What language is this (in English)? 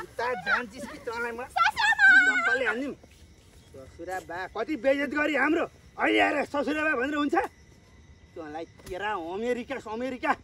Nepali